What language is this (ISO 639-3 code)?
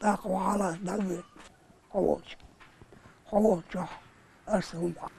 che